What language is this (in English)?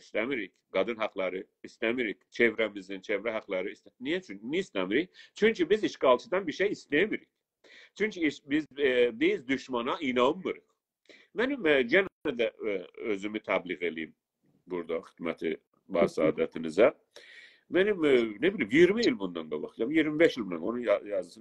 South Azerbaijani